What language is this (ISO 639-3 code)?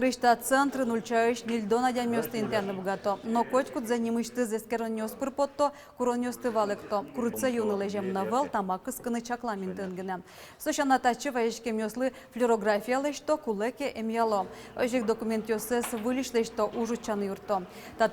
udm